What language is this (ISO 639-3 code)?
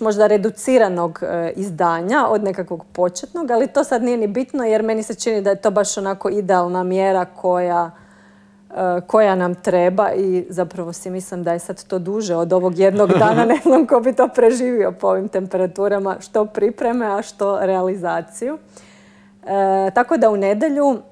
hrv